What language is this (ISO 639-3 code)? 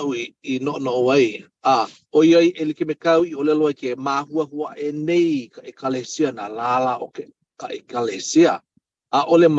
haw